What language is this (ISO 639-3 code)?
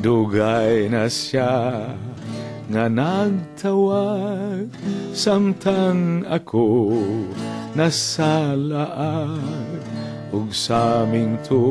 ceb